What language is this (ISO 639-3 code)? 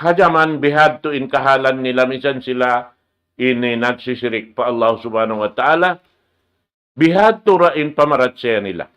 tsg